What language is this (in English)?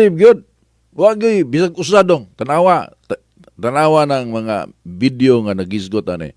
Cebuano